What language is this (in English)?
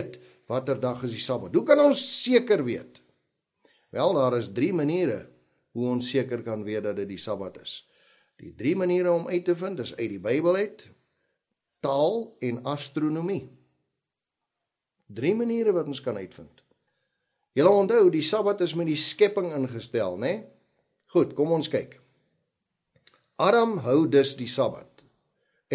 Afrikaans